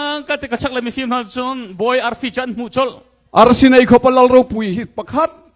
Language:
Hakha Chin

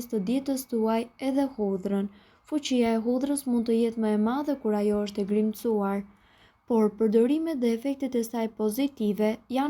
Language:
Albanian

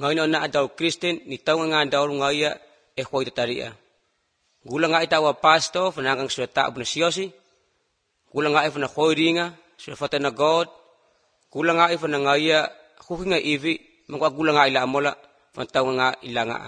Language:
Cebuano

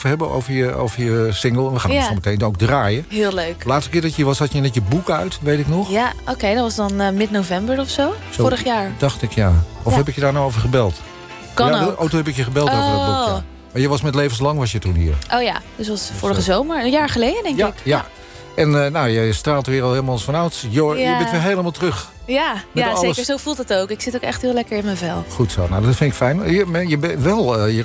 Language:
Dutch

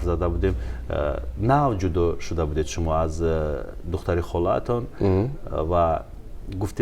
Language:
Tajik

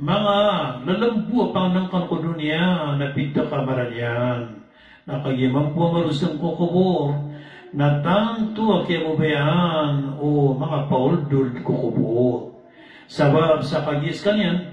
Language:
Maranao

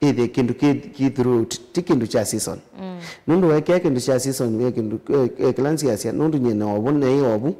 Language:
Kamba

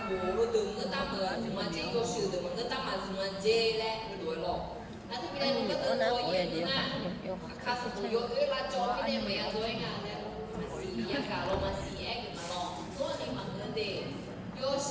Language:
Akha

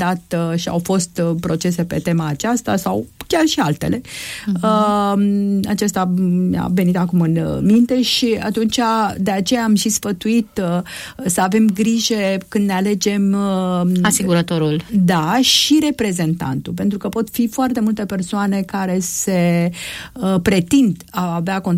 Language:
Romanian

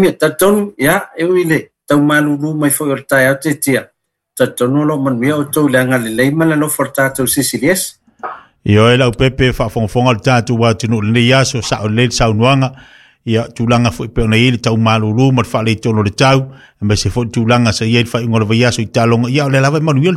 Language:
Samoan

